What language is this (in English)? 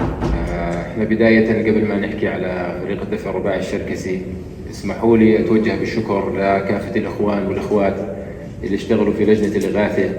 North Levantine Arabic